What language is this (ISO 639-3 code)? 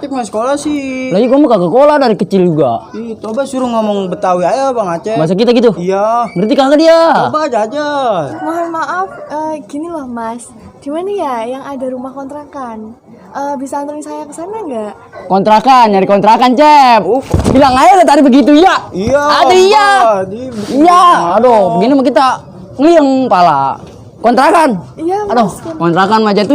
bew